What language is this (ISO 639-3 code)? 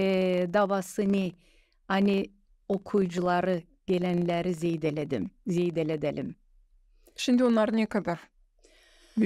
gag